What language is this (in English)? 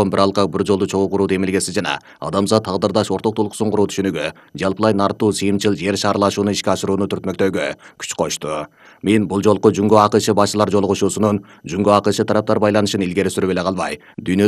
Kyrgyz